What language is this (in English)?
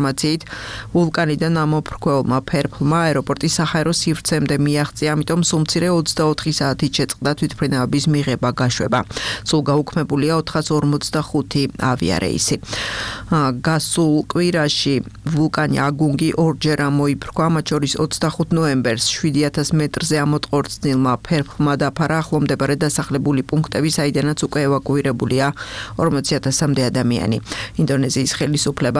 Georgian